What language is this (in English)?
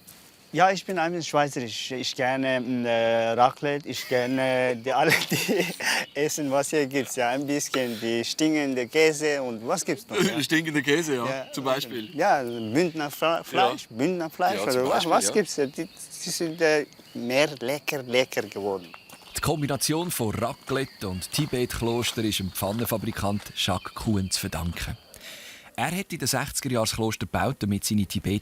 Swiss German